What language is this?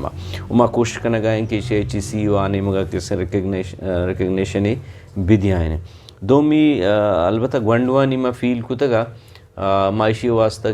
Eastern Balochi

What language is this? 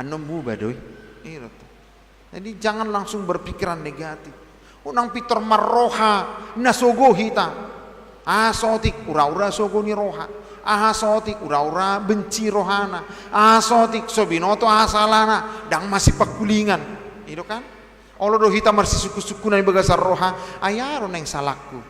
Batak Toba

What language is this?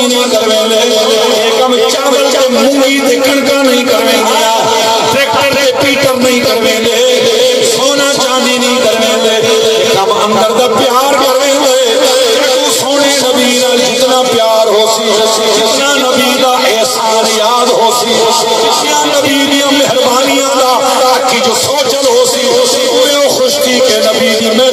Saraiki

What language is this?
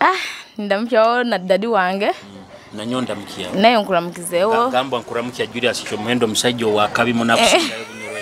Nyoro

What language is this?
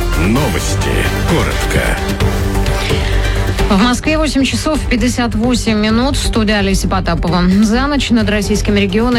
Russian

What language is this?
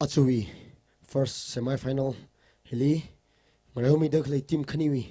Tangkhul Naga (India)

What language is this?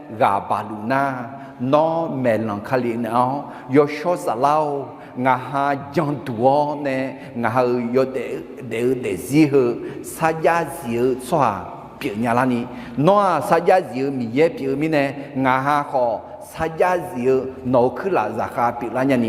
Akha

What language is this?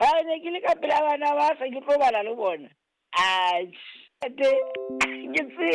Southern Sotho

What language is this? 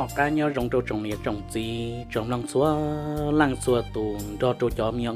Hmong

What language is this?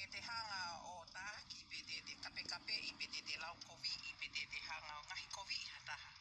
Tongan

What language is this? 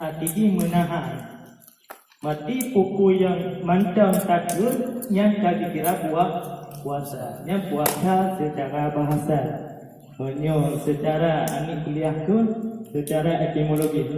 Achinese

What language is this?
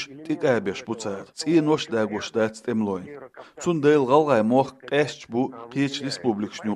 Chechen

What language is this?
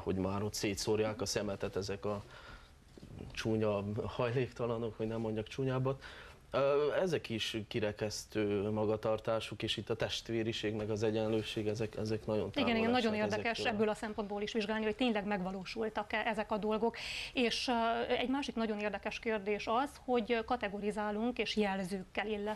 Hungarian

